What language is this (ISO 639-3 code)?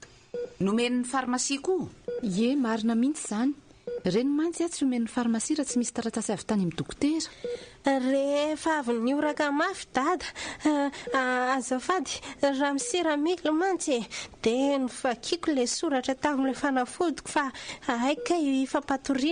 mlg